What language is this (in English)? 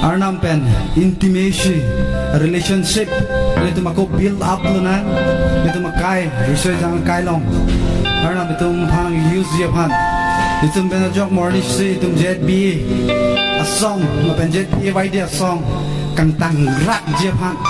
Karbi